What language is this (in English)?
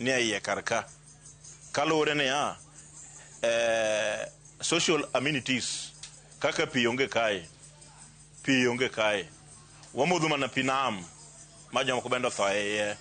Luo (Kenya and Tanzania)